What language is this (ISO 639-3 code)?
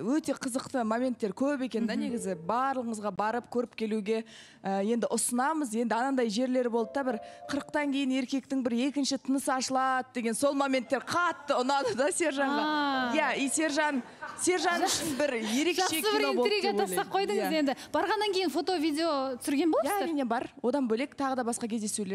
kaz